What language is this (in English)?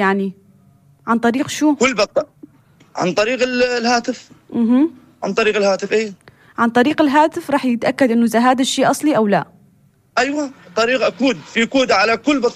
North Levantine Arabic